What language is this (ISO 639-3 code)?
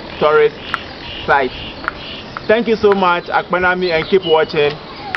ewe